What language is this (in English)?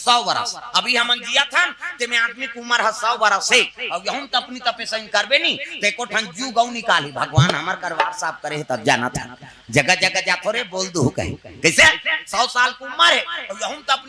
Chhattisgarhi